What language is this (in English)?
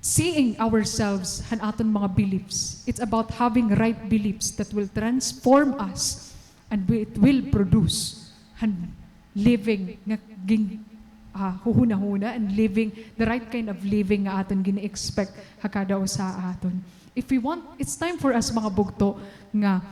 Waray